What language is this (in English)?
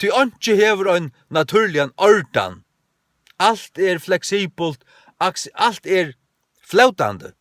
Faroese